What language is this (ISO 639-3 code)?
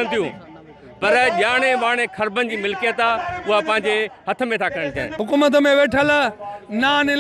snd